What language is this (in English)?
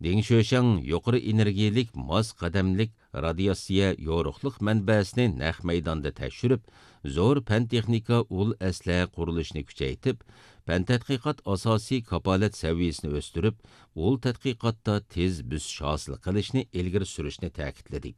Uyghur